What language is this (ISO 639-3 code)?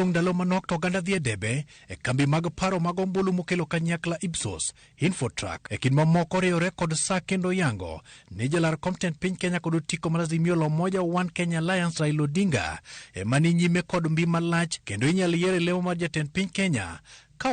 luo